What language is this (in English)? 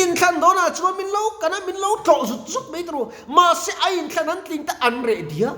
Mizo